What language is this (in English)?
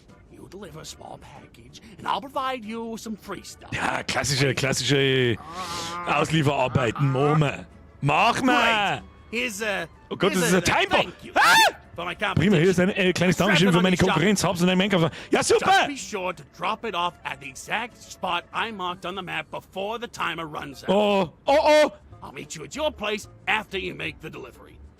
Bavarian